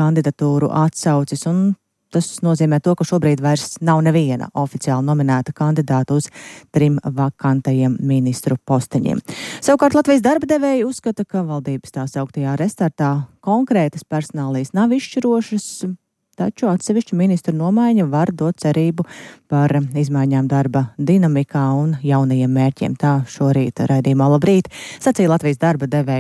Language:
Latvian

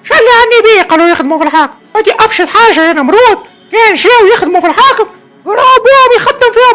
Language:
Tunisian Arabic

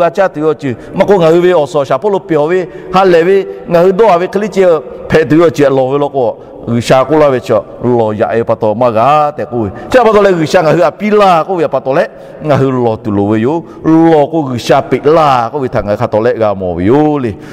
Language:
Lahu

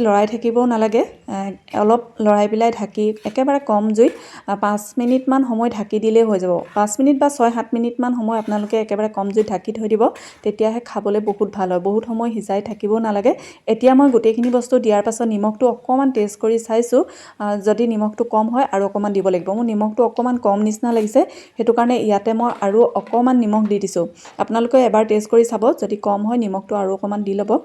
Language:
Assamese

